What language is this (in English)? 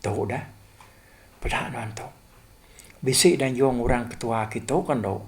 Iban